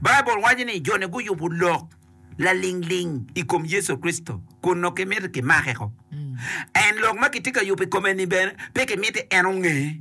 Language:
Acoli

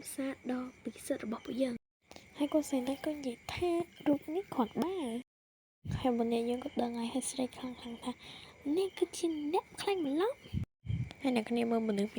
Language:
Khmer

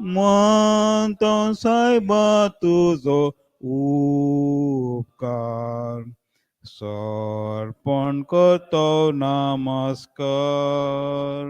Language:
Konkani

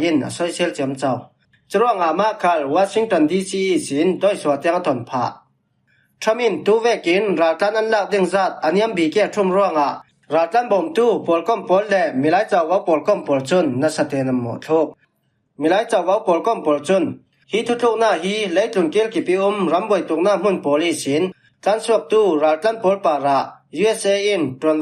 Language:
Falam Chin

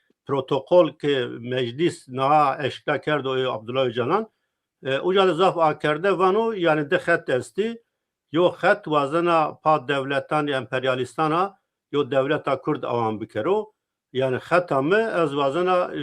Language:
Zaza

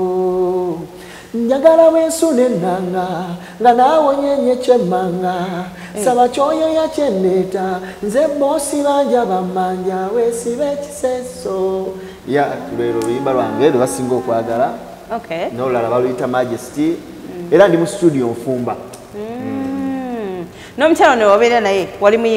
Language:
Ganda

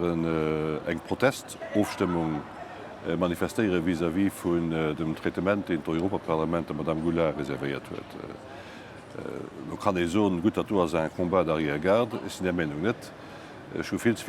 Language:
Luxembourgish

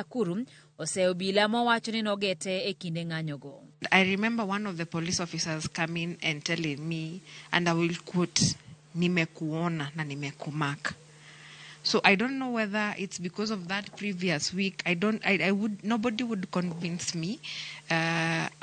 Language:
Luo (Kenya and Tanzania)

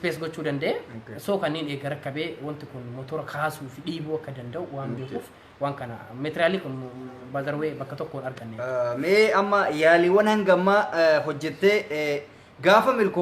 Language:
Oromo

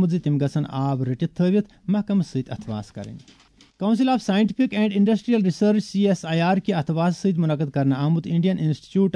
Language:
Kashmiri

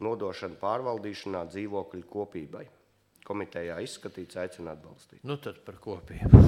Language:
Latvian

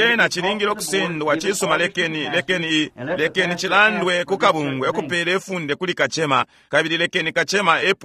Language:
Bemba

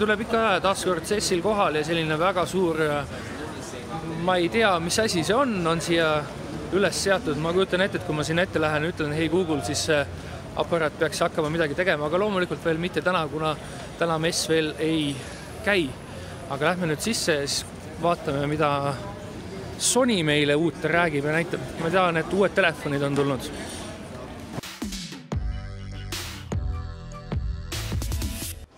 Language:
Estonian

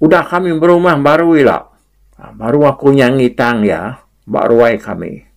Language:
Iban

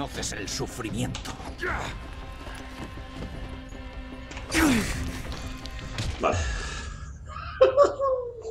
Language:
Spanish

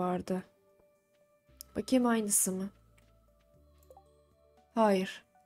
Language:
Turkish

